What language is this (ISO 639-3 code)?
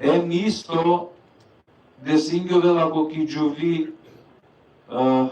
rmn